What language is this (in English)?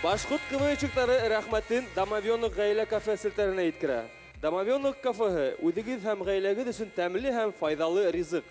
Bashkir